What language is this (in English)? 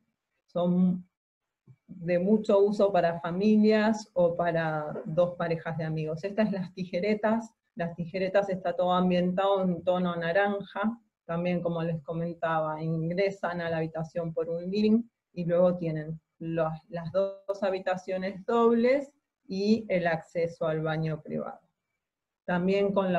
Spanish